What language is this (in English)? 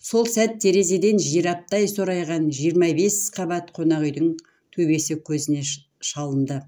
Kazakh